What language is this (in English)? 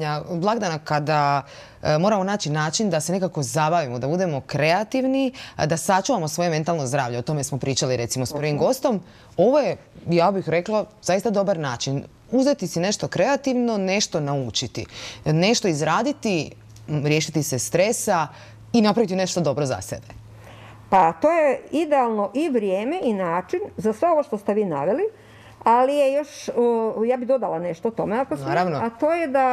Croatian